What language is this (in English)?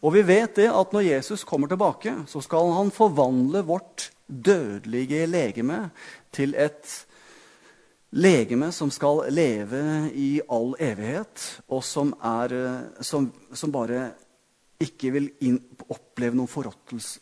Norwegian